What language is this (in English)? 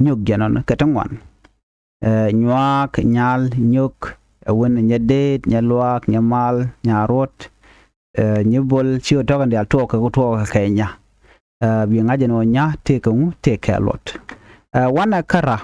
Nuer